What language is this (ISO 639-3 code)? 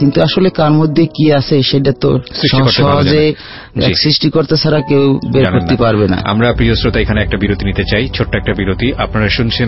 ben